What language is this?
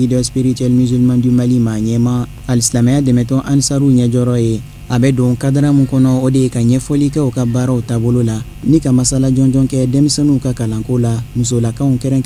Bambara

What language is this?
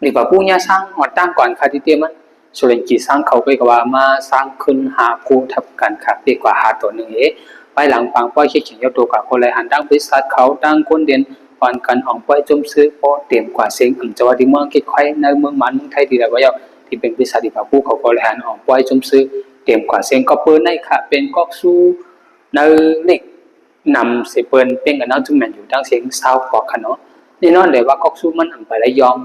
Shan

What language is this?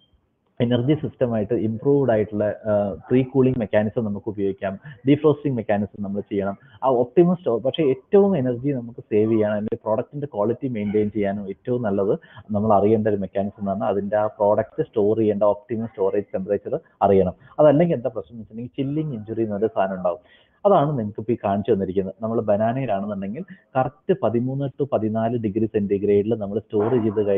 Malayalam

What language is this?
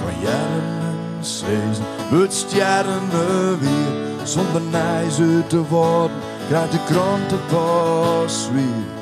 Western Frisian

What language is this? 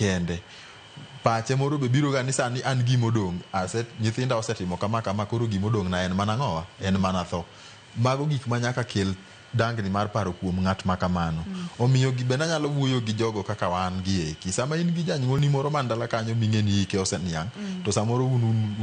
Luo (Kenya and Tanzania)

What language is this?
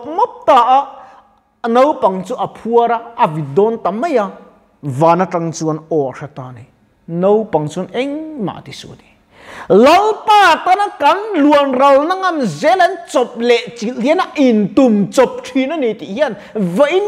Mizo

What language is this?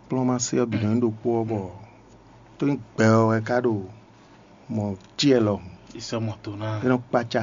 Fon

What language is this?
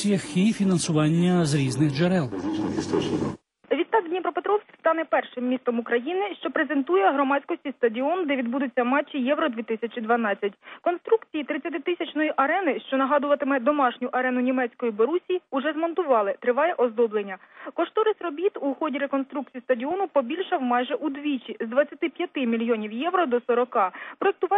Ukrainian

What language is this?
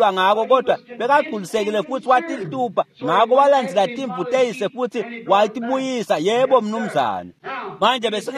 Swati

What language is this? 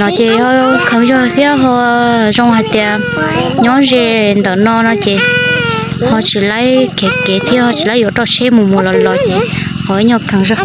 Hmong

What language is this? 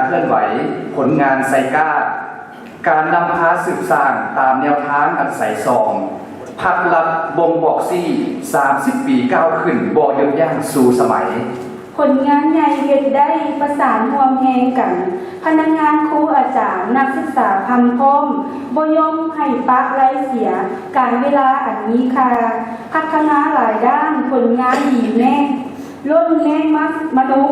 Lao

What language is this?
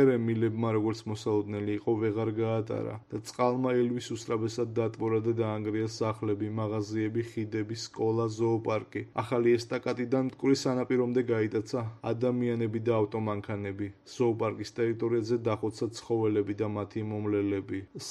Georgian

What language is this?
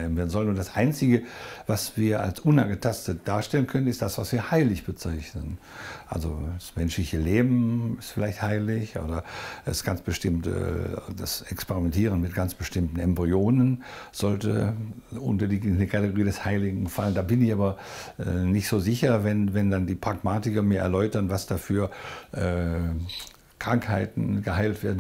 German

